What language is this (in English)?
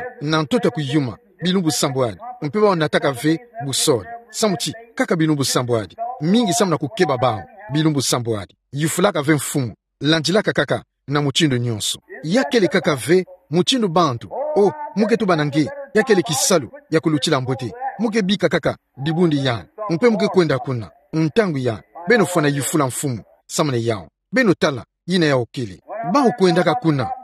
Kituba (Democratic Republic of Congo)